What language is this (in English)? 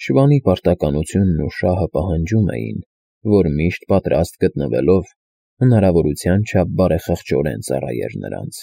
Armenian